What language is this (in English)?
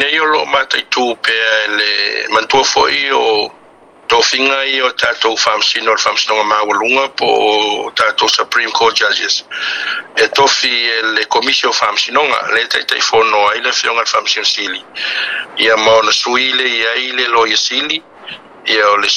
Samoan